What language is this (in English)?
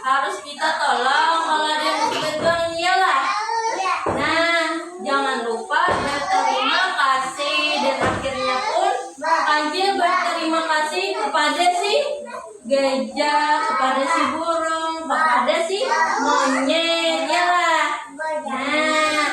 Banjar